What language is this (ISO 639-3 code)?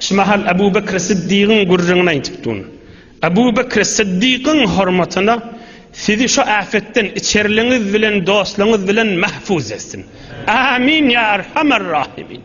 tuk